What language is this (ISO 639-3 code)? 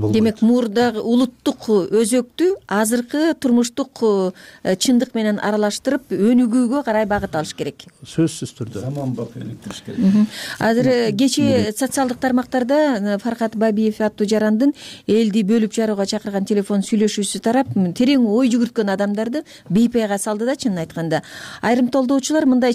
kir